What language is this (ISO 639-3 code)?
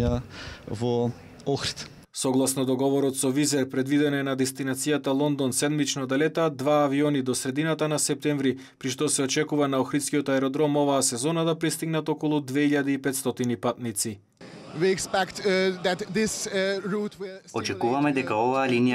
mkd